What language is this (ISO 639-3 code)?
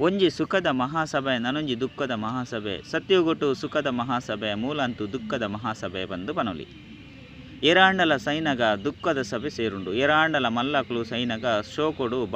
tcy